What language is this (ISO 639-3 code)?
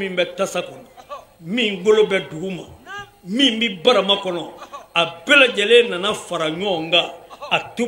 bam